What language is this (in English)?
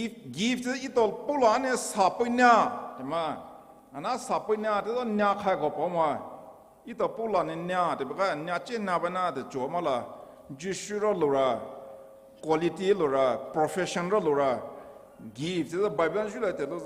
Poumei Naga